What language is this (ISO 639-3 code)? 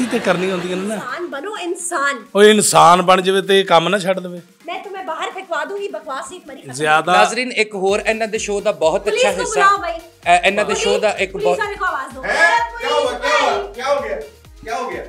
pan